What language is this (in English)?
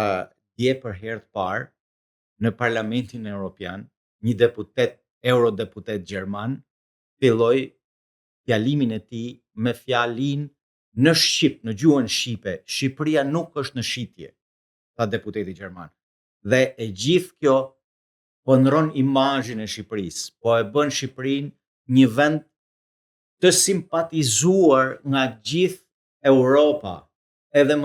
Albanian